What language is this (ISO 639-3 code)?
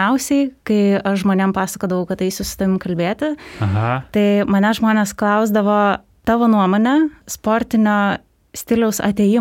lit